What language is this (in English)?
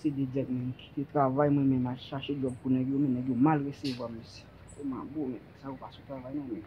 Haitian Creole